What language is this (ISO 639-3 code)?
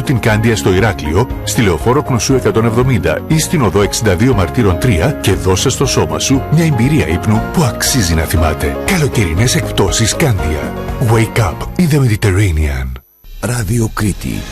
ell